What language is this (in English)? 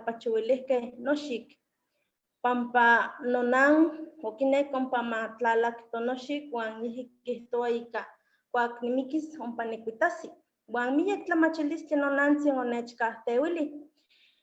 Eastern Huasteca Nahuatl